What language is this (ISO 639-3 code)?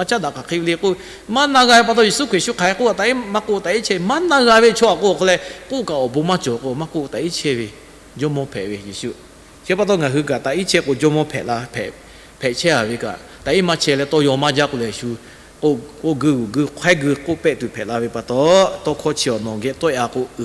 lhu